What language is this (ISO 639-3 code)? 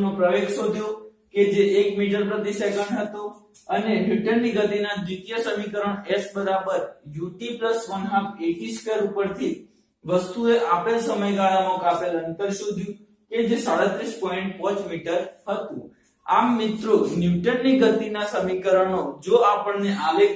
guj